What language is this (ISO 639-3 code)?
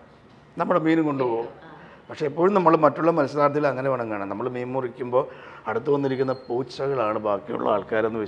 mal